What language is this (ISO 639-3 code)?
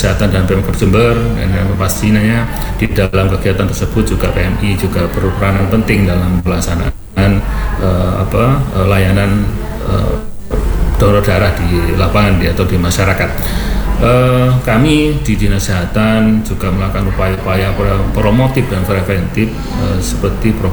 ind